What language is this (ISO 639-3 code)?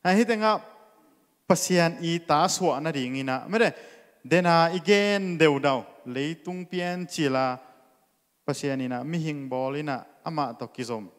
ctd